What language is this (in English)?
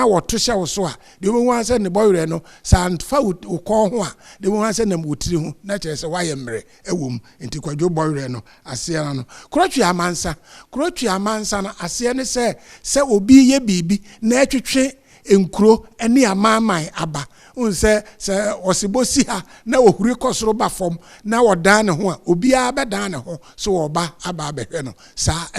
Akan